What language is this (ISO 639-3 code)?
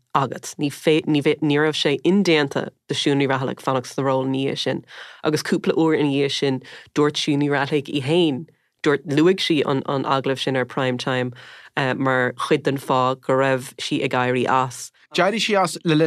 gle